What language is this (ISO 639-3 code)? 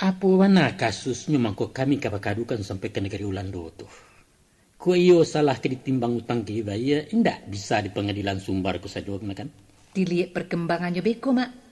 min